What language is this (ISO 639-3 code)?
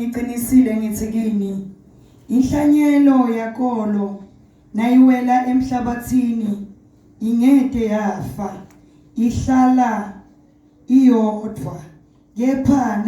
zul